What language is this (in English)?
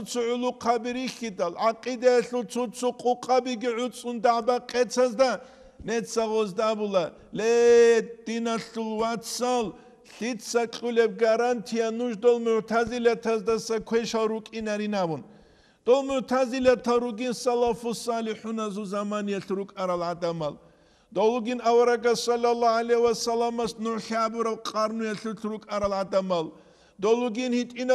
Avaric